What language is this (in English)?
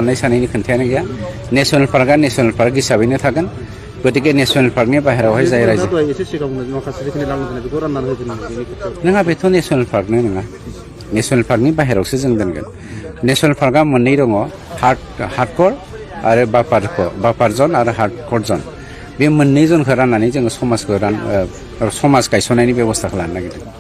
Bodo